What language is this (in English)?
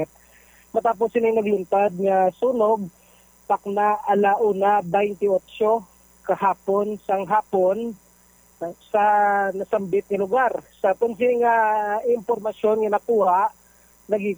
Hiligaynon